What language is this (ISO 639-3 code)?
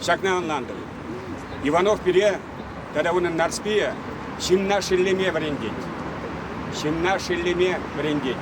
chv